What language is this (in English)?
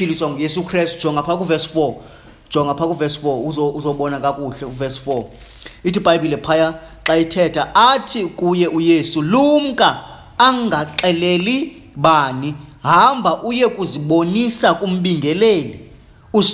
Xhosa